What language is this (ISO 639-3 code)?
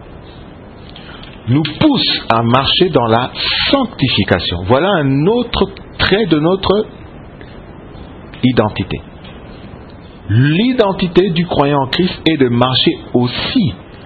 fra